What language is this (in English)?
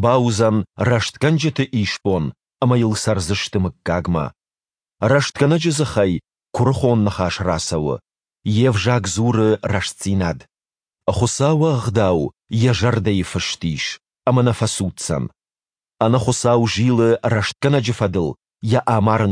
Ossetic